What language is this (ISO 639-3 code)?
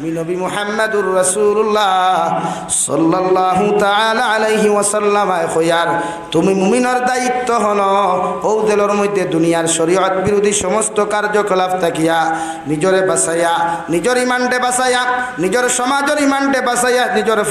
syl